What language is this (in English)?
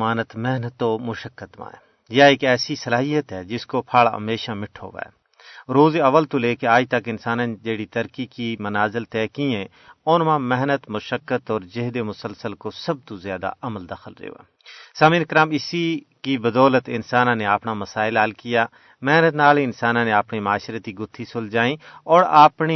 Gujari